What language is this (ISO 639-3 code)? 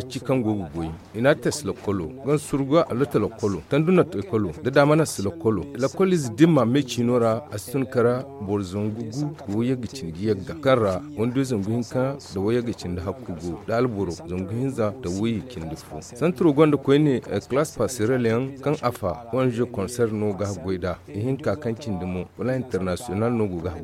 dje